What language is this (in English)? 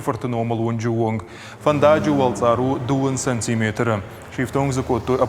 Ossetic